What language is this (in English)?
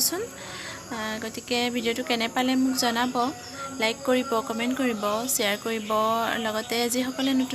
Assamese